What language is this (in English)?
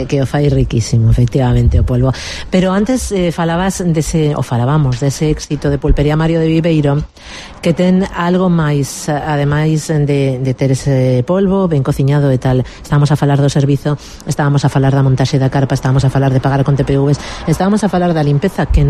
Galician